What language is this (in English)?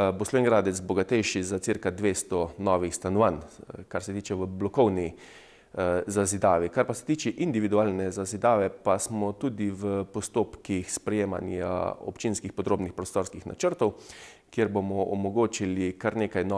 Slovenian